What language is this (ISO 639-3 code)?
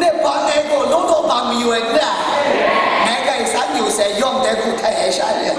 kac